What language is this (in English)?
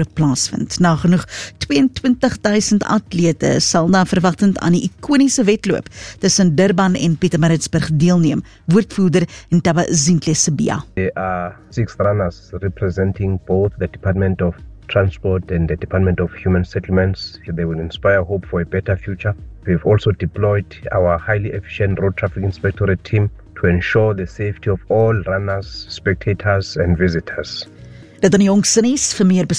Afrikaans